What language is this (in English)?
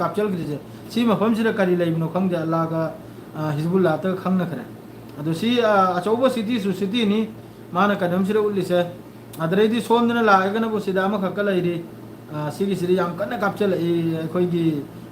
Manipuri